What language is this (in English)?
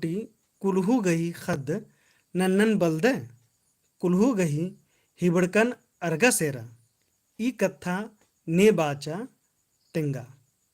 Kurukh